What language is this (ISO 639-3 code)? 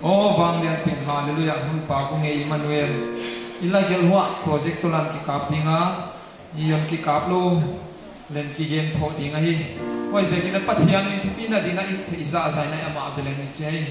pck